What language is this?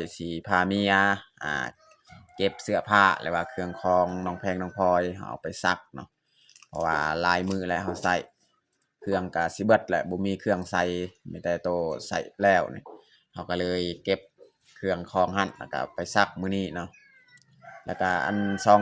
Lao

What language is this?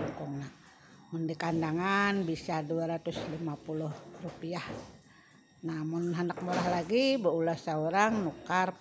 Banjar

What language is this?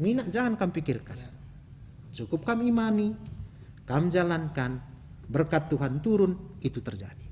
Batak Karo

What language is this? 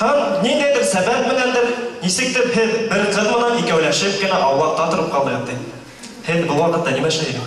Bashkir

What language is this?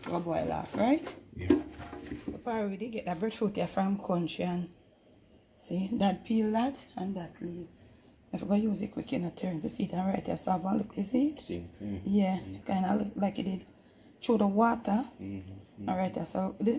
Jamaican Creole English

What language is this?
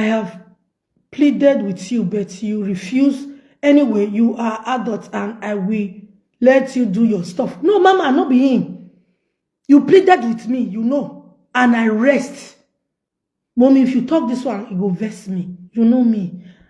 Nigerian Pidgin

